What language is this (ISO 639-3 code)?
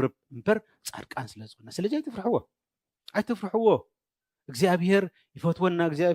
tir